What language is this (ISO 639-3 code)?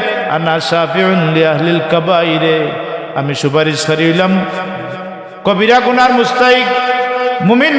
syl